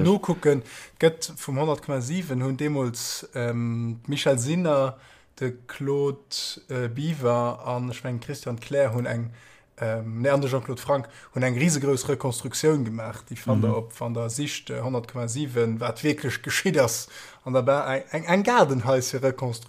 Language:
Luxembourgish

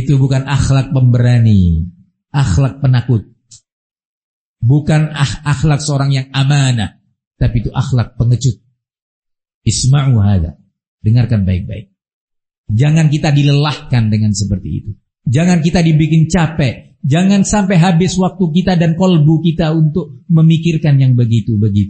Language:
Indonesian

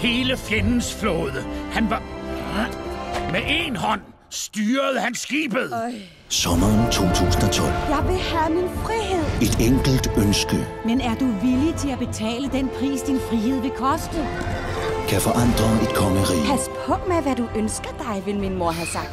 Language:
Danish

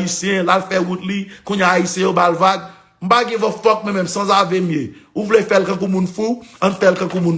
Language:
Haitian Creole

